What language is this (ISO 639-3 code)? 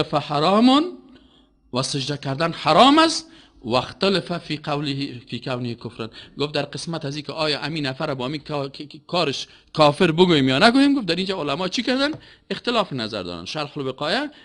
fas